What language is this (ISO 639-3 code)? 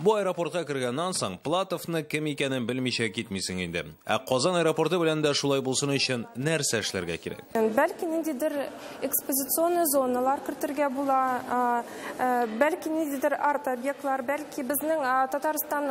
tat